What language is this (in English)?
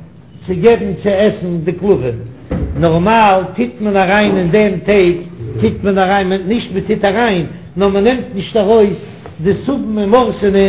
Yiddish